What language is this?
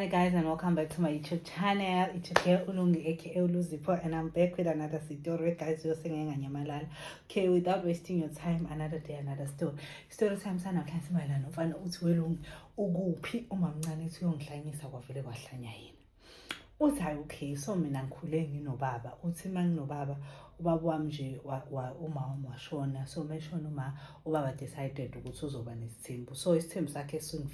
Zulu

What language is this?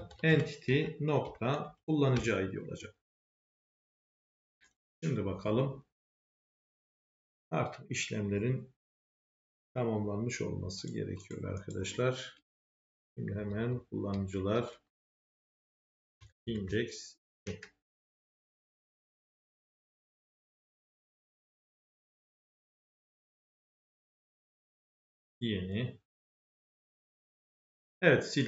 Turkish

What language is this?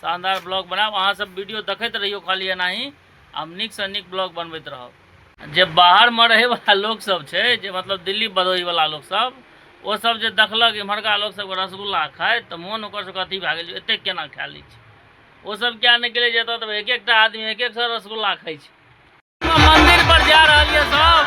Maithili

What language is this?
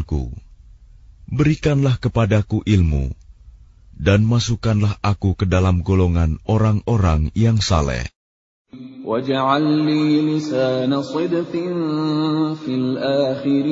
Indonesian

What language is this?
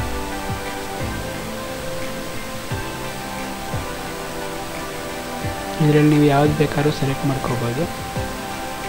Kannada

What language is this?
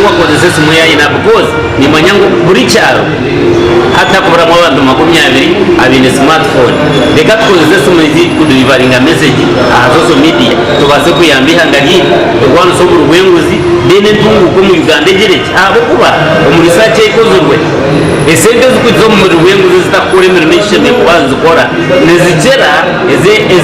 Nyankole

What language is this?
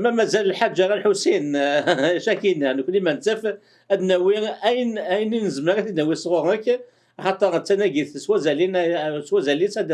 Kabyle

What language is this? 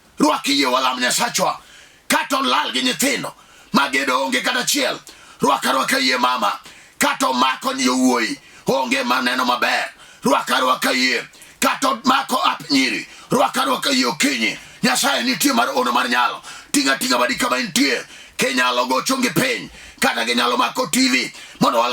Luo (Kenya and Tanzania)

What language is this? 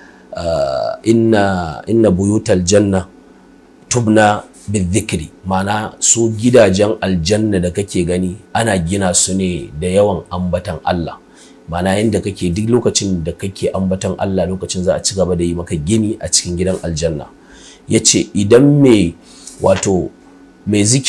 Hausa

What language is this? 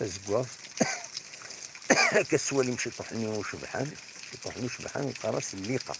Kabyle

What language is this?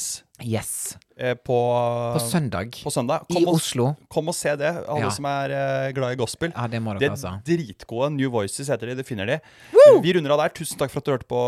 Norwegian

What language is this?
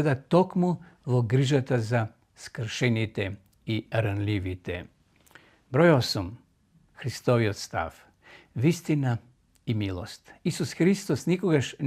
Macedonian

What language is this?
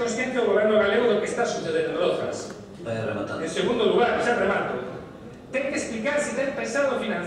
Galician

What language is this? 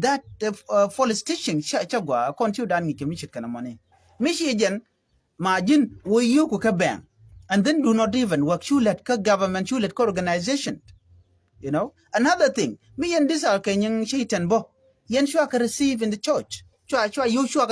Nuer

